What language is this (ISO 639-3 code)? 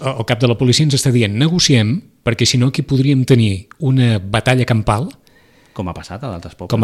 cat